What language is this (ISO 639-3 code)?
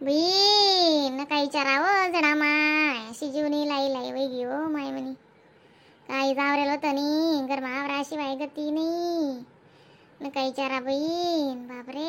khn